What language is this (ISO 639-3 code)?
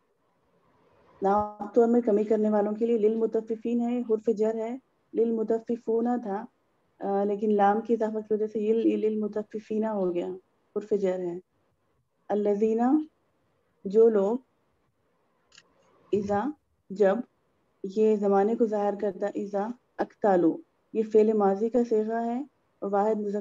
urd